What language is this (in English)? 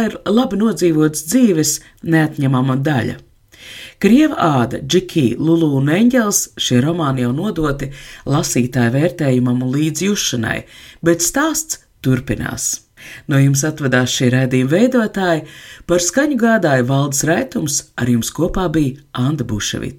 Latvian